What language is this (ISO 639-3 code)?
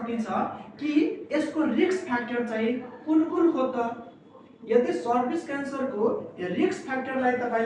nep